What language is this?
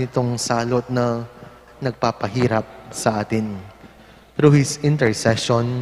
Pampanga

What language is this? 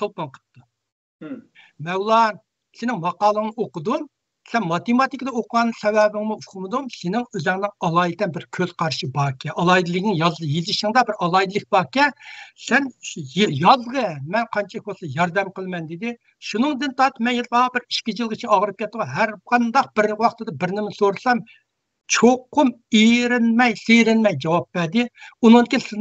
Uyghur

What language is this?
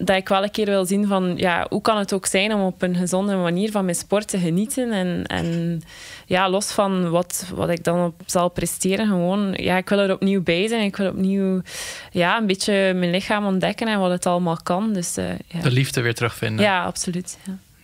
Dutch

